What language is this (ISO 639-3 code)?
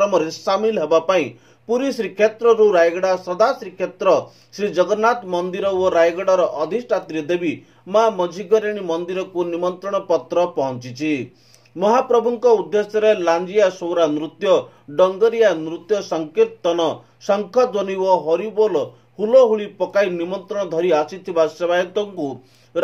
ori